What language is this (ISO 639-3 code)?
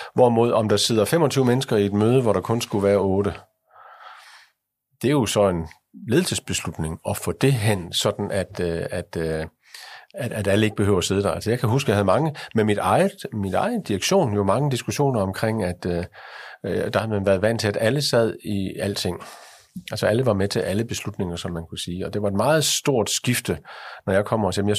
dan